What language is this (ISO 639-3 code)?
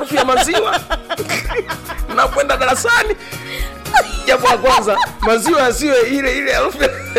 swa